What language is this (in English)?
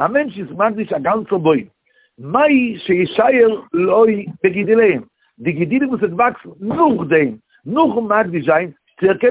Yiddish